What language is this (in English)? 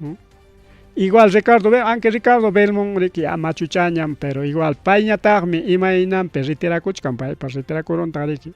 Ayacucho Quechua